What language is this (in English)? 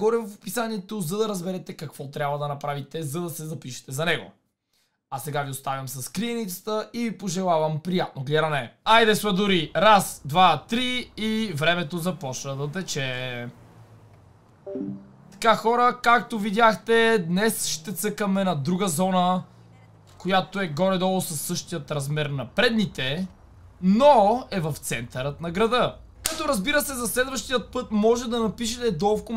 Bulgarian